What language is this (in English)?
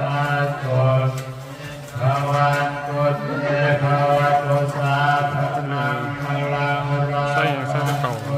Pali